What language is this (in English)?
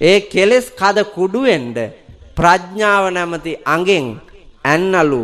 Sinhala